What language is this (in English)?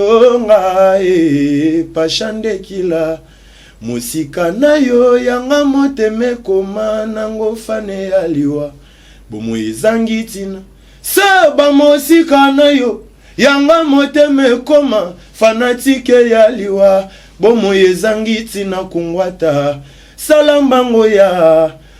Lingala